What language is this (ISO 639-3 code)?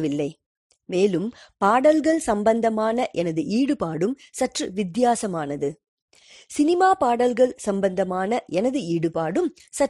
tam